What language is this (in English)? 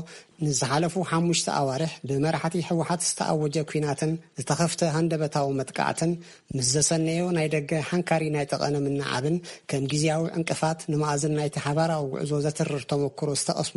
Tigrinya